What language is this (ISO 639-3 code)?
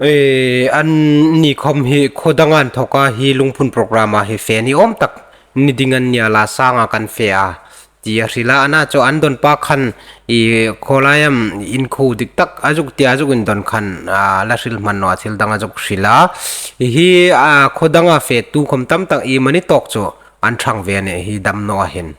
hmr